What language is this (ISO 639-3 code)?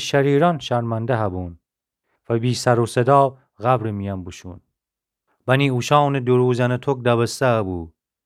glk